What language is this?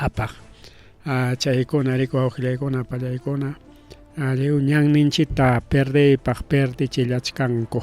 Ayacucho Quechua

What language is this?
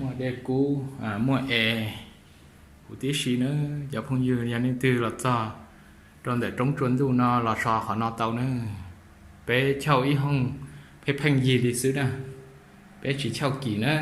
Hmong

